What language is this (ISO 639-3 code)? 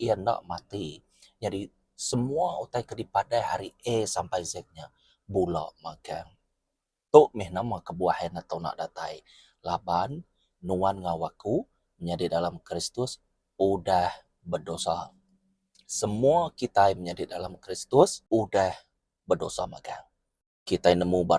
iba